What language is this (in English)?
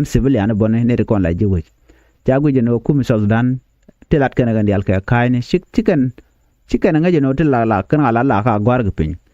Nuer